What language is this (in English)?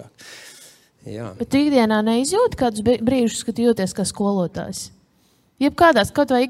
Latvian